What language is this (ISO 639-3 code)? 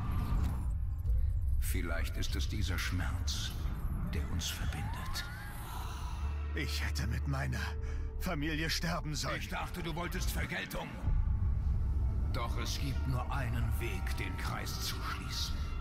deu